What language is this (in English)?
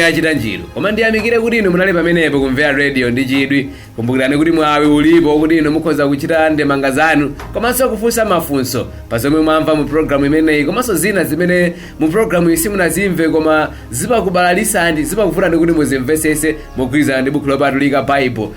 Nyanja